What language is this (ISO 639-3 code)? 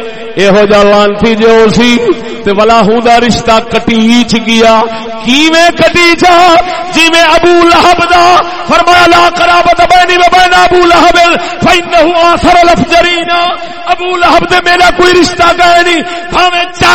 skr